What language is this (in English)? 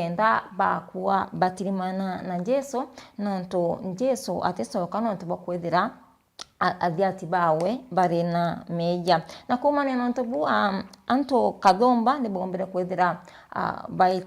Meru